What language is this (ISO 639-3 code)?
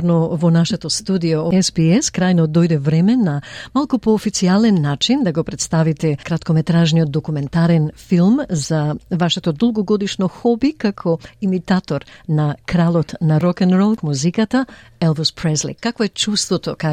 mkd